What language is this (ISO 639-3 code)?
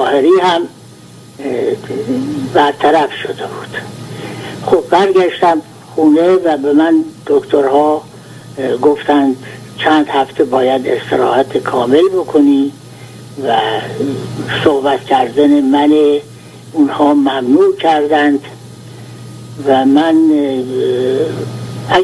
fas